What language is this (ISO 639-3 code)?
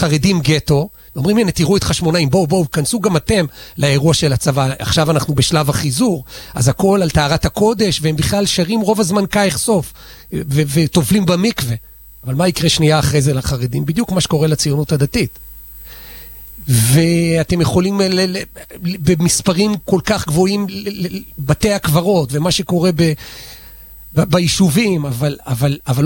heb